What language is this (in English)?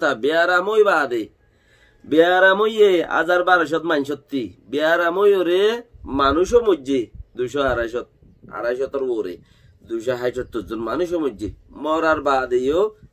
Rohingya